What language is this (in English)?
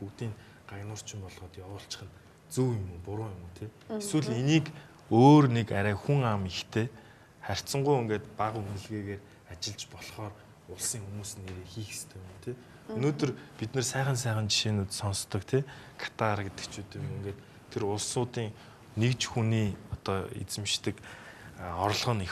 Mongolian